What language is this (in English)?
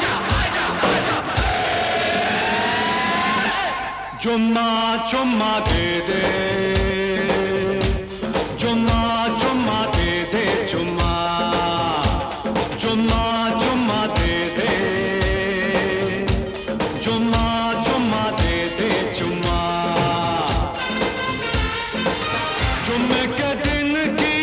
Hindi